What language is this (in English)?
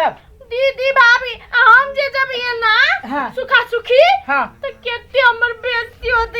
Maithili